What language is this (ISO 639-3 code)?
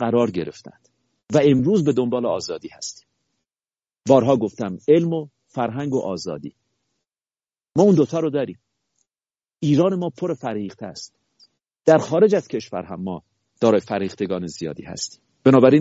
fas